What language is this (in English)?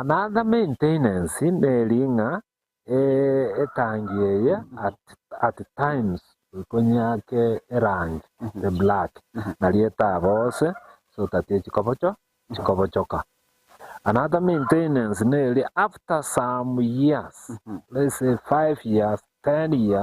Gusii